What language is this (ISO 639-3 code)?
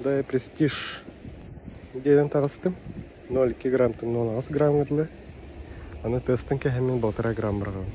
sah